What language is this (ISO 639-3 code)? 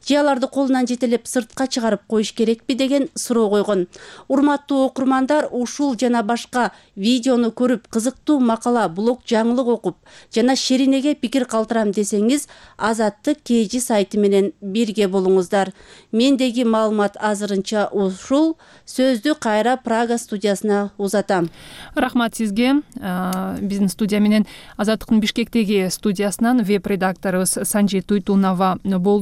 kir